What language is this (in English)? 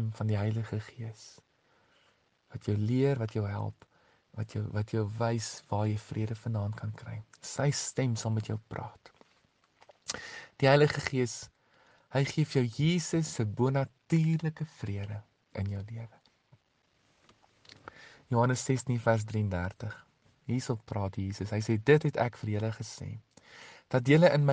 Afrikaans